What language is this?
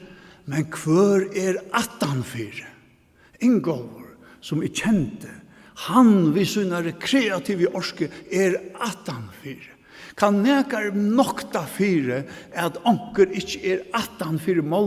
Faroese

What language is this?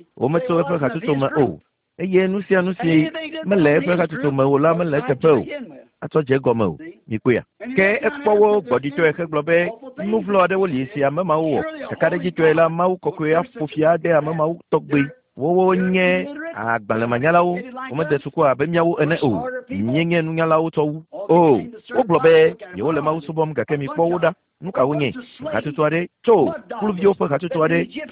Ewe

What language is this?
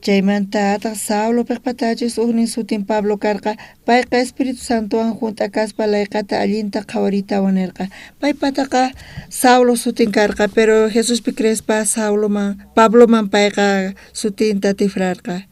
South Bolivian Quechua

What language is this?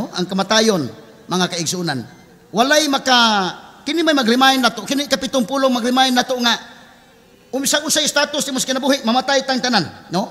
Cebuano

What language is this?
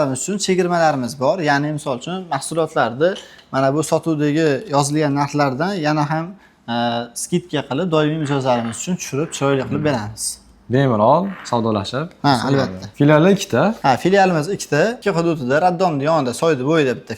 Uzbek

